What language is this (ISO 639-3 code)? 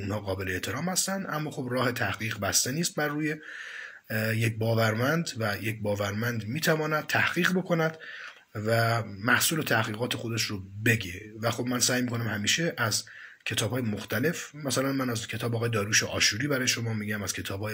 fas